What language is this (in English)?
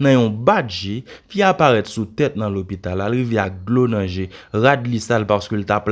Haitian Creole